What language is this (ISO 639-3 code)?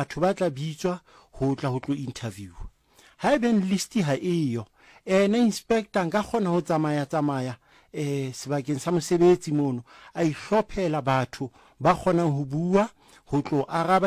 sot